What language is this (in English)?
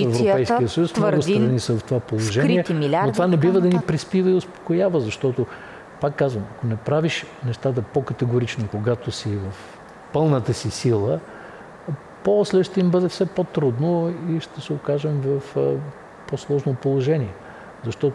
Bulgarian